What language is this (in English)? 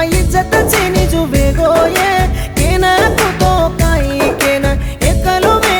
Lambadi